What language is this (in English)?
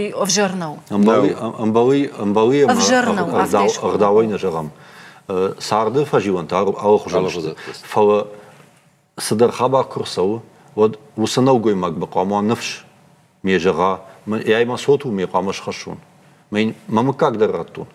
Ossetic